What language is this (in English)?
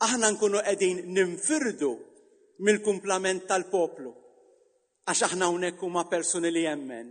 Maltese